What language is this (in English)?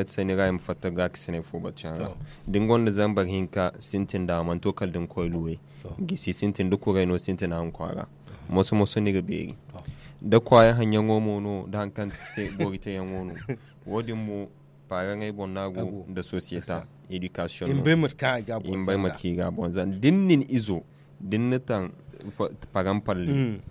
Zarma